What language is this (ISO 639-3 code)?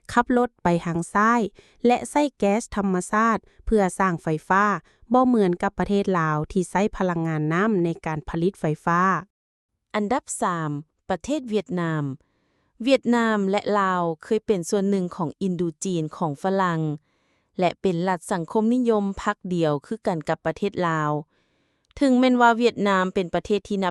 lao